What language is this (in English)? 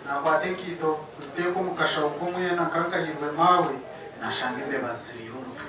Nyankole